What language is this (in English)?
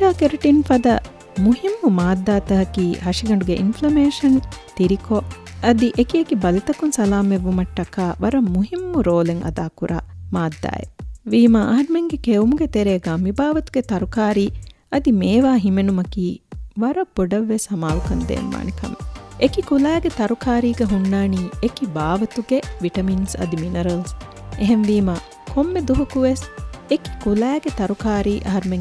Divehi